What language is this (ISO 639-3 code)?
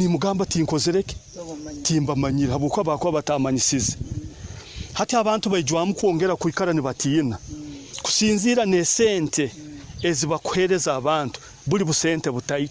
nyo